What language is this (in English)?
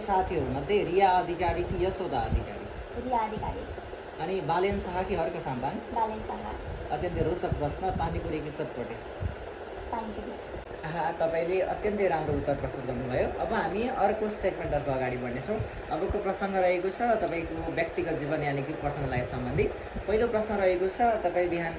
Nepali